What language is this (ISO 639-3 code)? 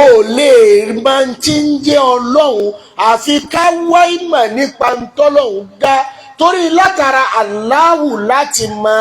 yor